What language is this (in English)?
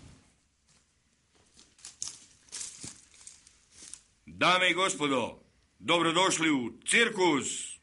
Croatian